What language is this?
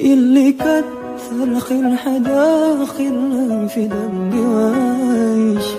Musi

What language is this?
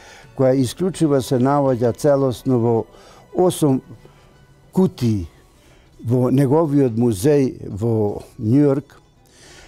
Macedonian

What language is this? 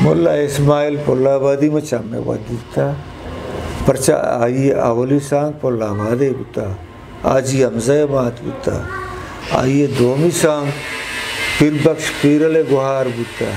Eastern Balochi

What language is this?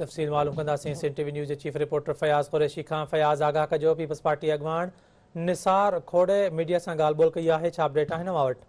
Sindhi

